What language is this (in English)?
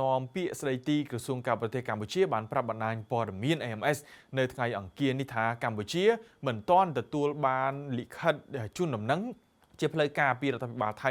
Khmer